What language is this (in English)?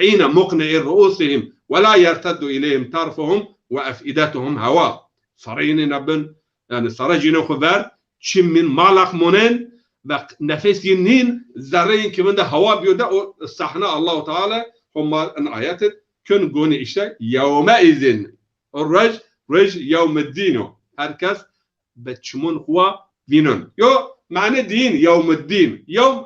Zaza